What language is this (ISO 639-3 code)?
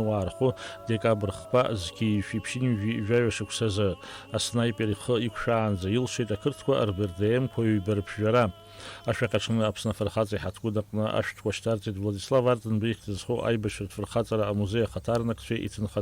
abk